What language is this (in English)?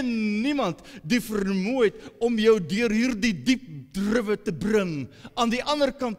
Afrikaans